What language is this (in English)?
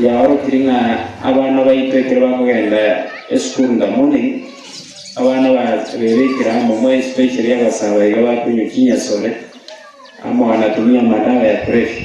Gusii